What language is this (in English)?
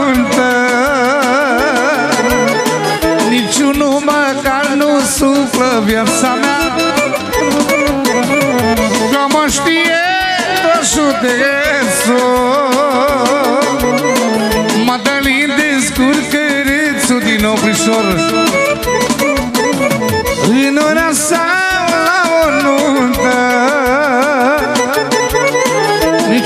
Romanian